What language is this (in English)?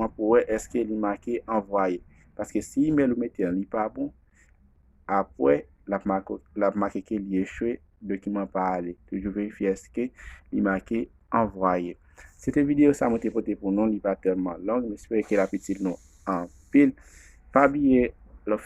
Haitian Creole